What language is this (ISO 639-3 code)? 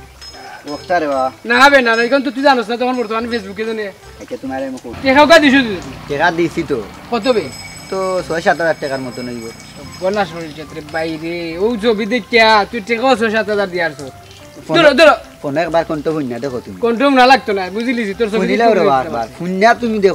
syl